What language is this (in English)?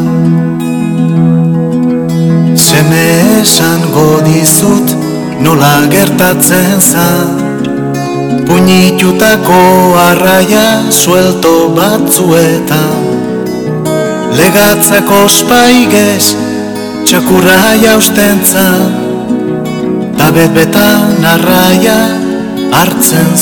Basque